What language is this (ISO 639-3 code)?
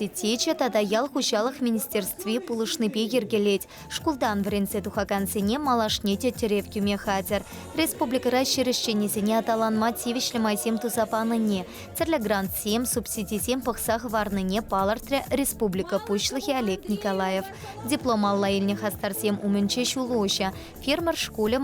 chv